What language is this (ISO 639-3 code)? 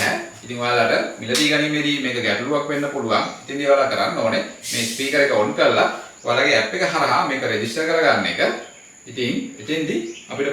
sin